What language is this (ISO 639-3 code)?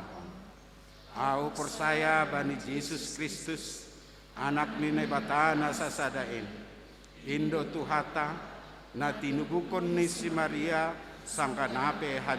bts